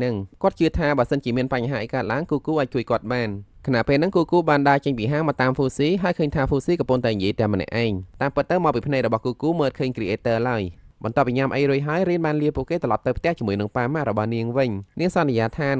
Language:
Khmer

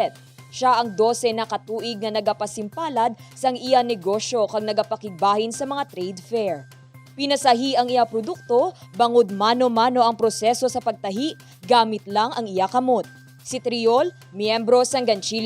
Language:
Hiligaynon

